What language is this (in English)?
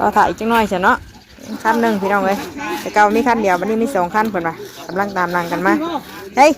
Northeastern Thai